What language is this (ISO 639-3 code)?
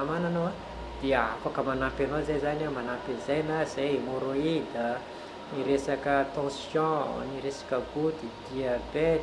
mlg